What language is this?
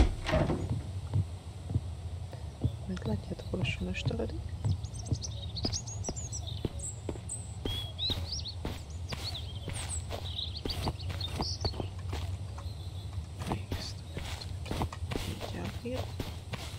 Hungarian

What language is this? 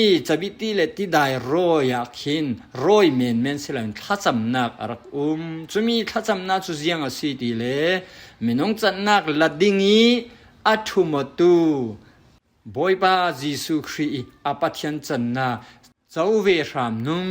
Falam Chin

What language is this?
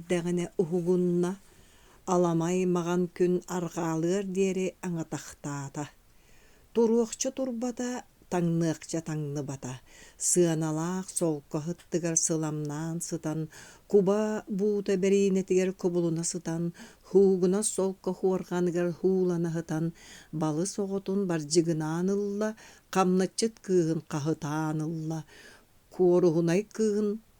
Yakut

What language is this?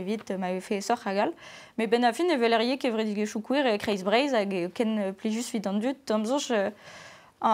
Breton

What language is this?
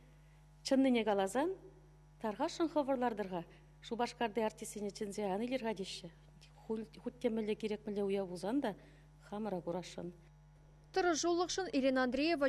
Chuvash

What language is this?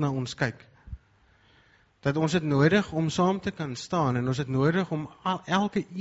Afrikaans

